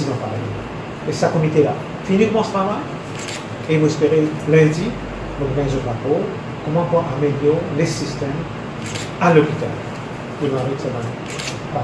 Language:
Morisyen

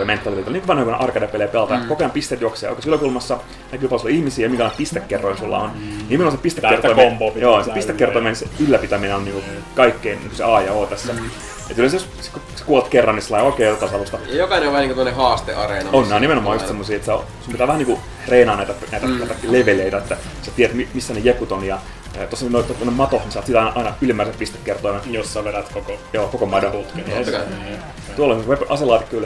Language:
Finnish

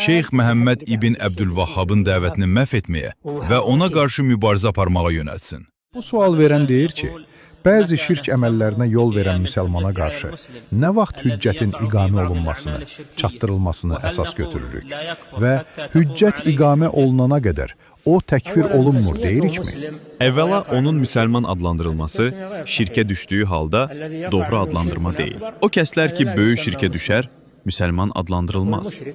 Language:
Azerbaijani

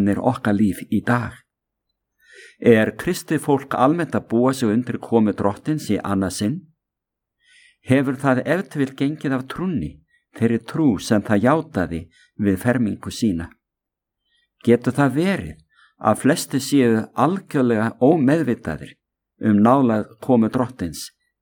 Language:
Icelandic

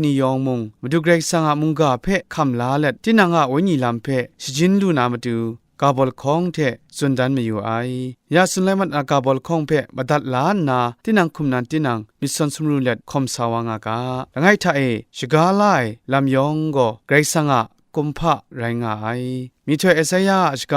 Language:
Kachin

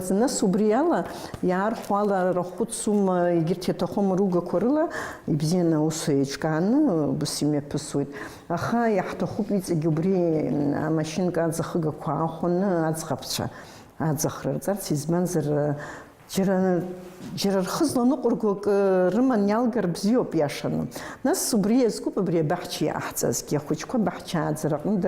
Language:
Abkhazian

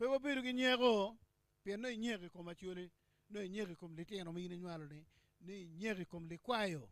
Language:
Acoli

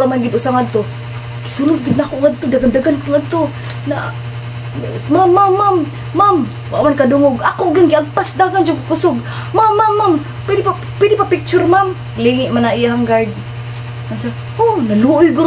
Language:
Cebuano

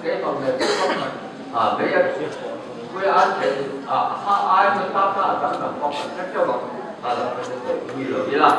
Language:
Mizo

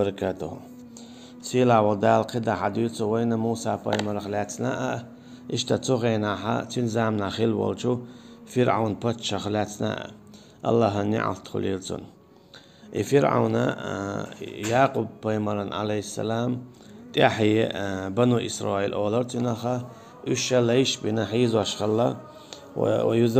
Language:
Chechen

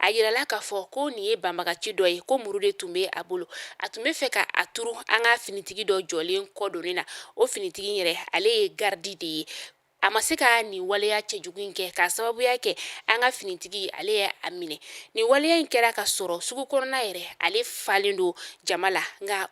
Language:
Bambara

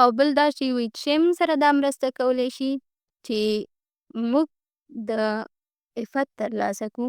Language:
Pashto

